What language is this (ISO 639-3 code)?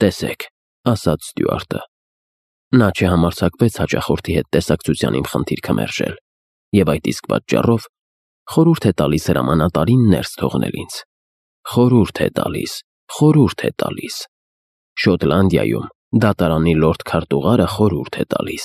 hye